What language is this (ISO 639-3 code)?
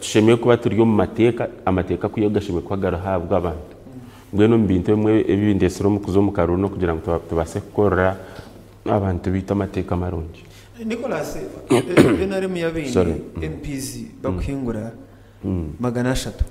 nyn